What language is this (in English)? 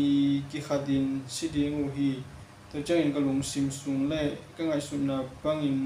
Tedim Chin